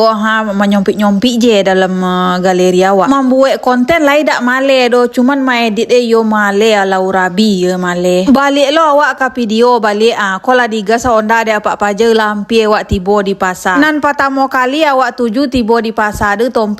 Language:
Minangkabau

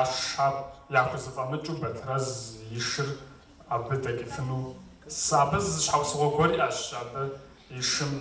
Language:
Kabardian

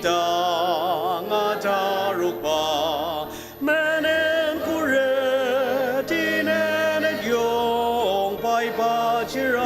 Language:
Ao Naga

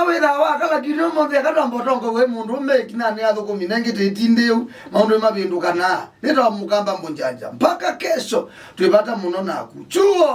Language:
Kamba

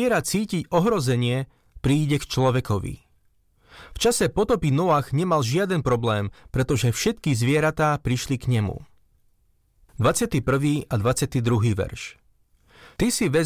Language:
Slovak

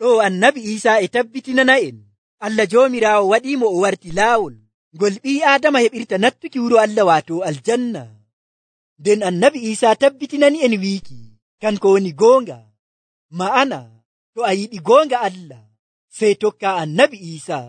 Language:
Nigerian Fulfulde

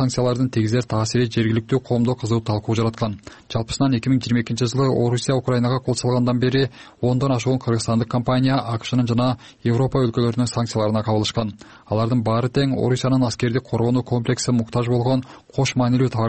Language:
Kyrgyz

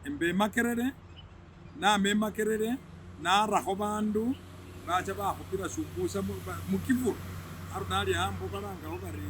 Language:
Masaaba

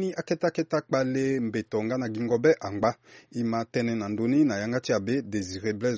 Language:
Sango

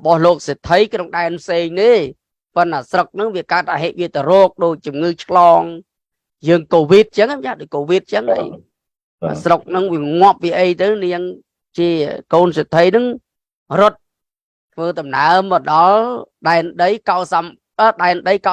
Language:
Khmer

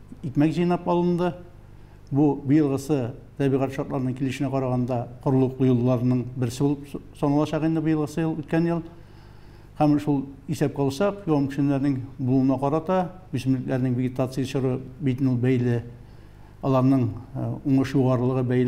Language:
Tatar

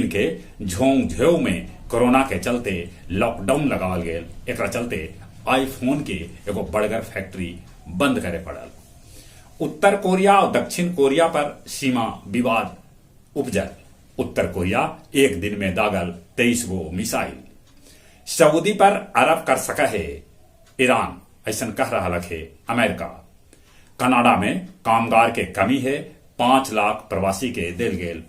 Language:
Magahi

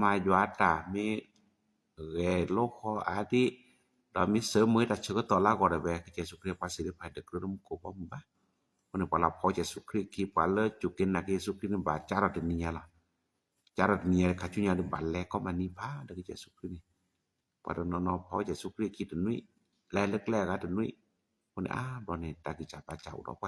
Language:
S'gaw Karen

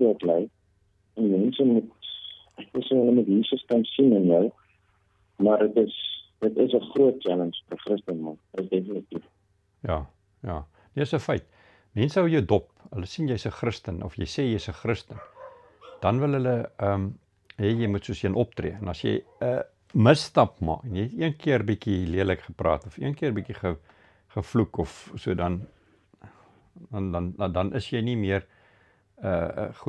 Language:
Afrikaans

